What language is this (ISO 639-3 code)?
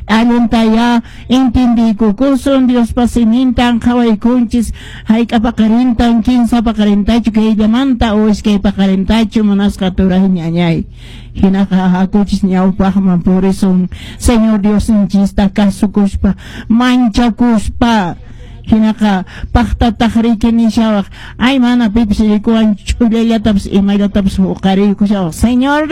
que